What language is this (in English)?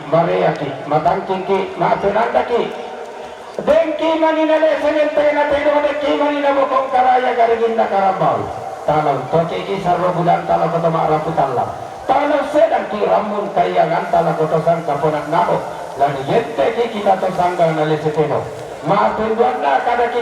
Toraja-Sa'dan